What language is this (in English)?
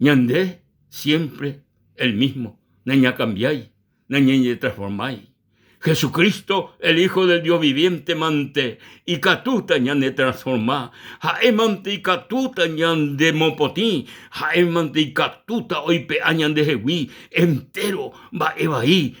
Guarani